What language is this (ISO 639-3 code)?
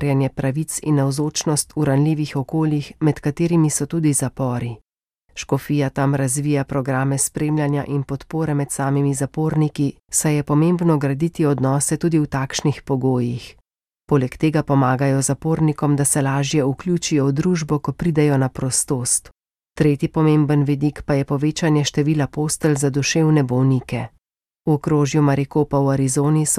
slv